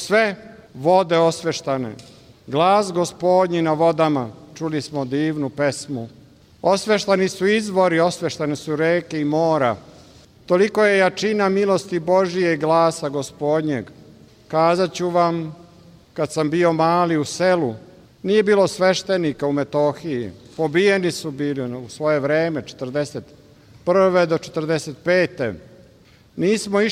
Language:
Serbian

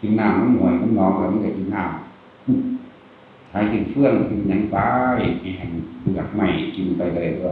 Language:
Northeastern Thai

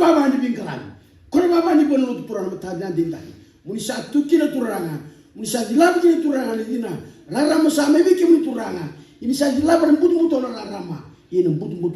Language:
Fijian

